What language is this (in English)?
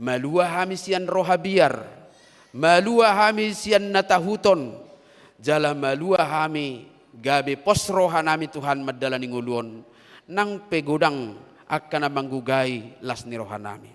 Batak Toba